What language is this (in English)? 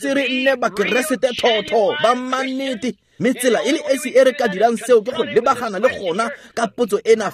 Tswana